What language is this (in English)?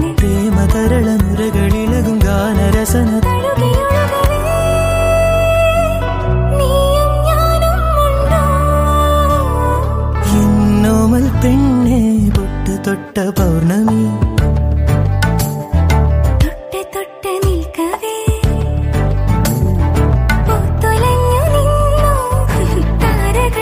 Malayalam